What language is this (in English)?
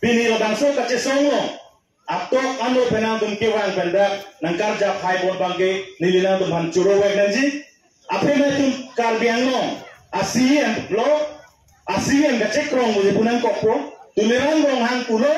Karbi